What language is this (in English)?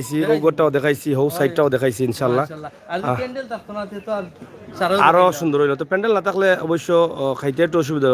Sylheti